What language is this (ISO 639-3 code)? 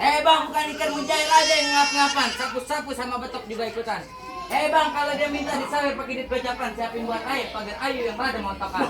bew